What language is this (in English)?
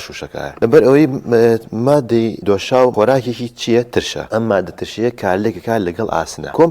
Central Kurdish